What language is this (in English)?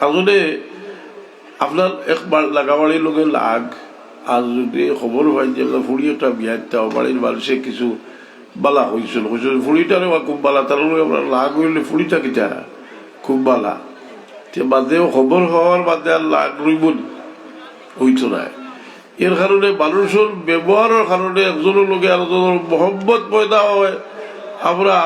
Sylheti